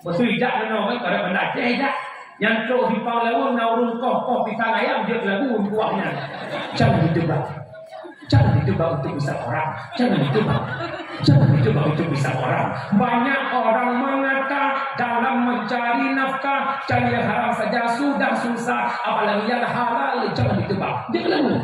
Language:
Achinese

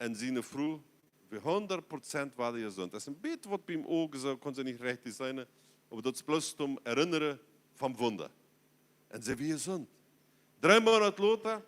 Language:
Plautdietsch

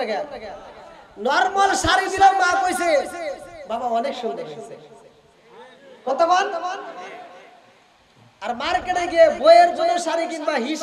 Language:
Bangla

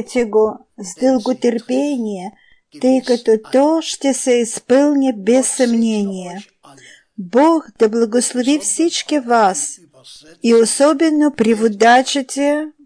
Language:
Bulgarian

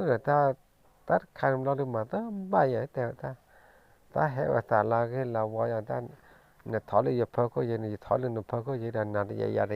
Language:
S'gaw Karen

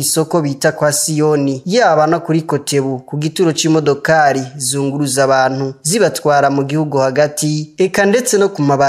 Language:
Rundi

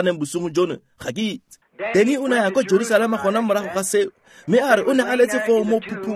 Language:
Tswana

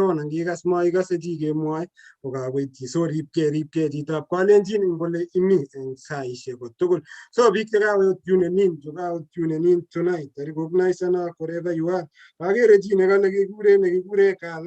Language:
Kalenjin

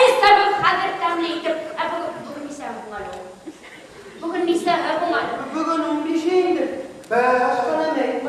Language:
Bashkir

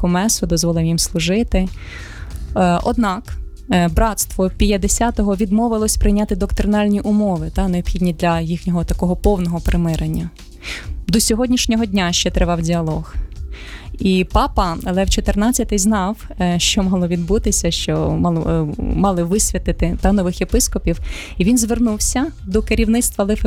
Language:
Ukrainian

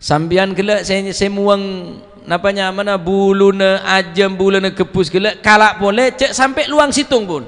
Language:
Madurese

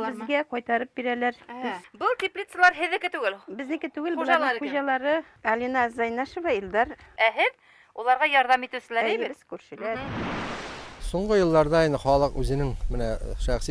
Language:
Bashkir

